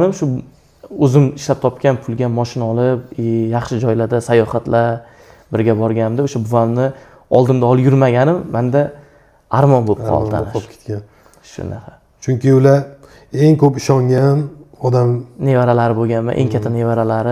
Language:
Uzbek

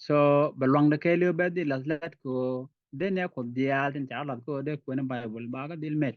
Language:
Nuer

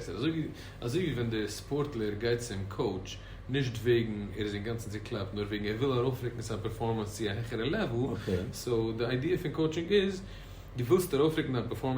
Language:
Yiddish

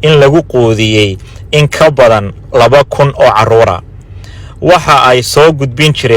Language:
Somali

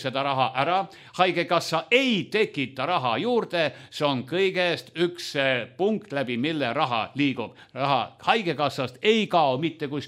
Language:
Estonian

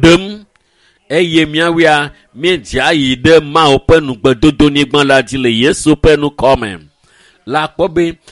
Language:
Ewe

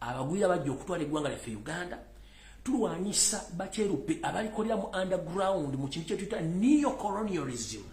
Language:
Ganda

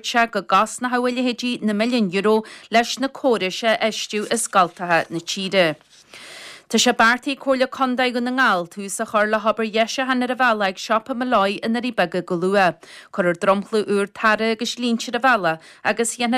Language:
Irish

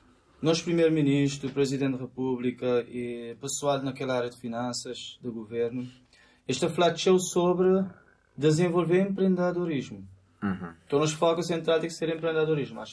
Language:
Kabuverdianu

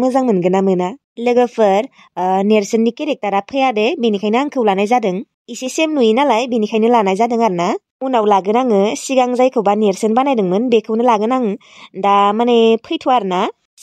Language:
Bodo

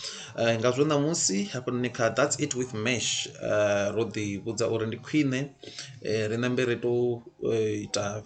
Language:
Venda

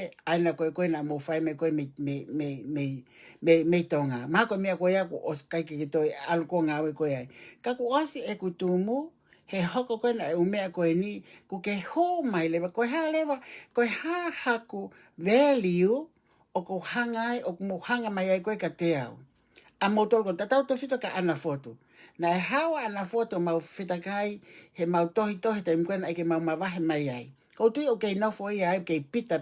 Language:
Tongan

